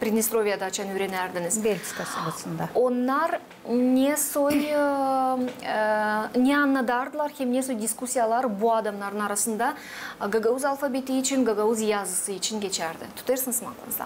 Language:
Gagauz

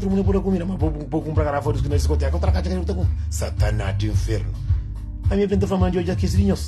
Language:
Kabuverdianu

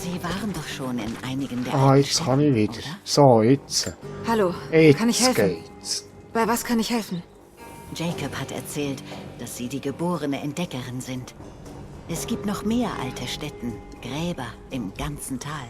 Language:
Swiss German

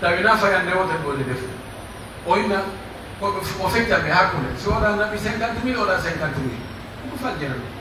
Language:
Pular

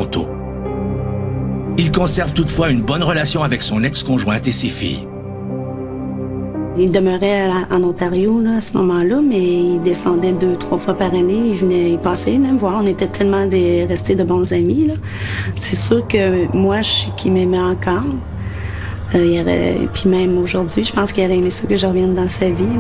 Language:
French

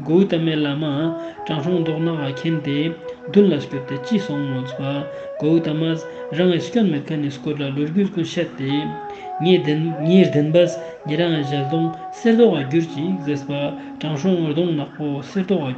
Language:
Ladakhi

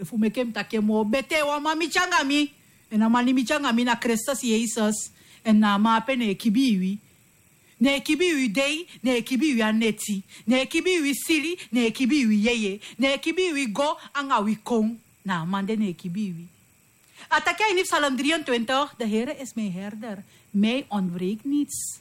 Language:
Sranan Tongo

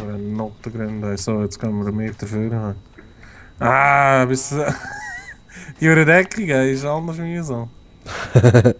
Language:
Swiss German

